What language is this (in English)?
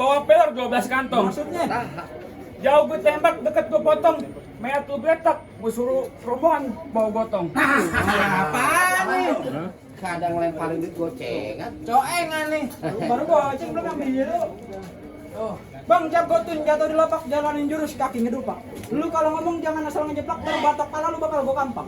Betawi